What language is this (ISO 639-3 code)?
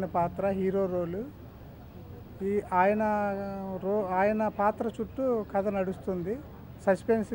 tel